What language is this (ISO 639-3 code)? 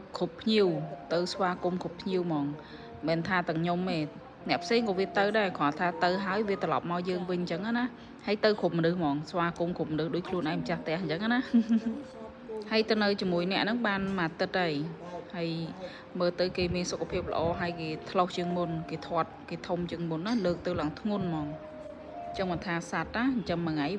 khm